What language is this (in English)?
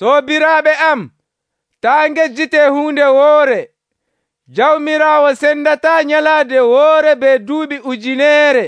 Nigerian Fulfulde